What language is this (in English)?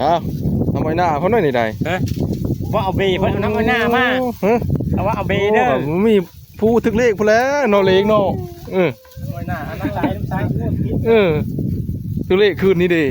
Northeastern Thai